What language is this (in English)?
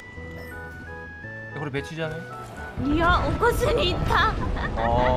Japanese